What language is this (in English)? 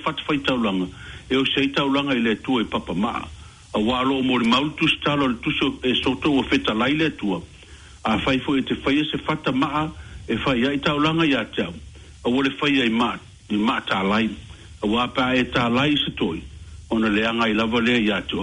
Samoan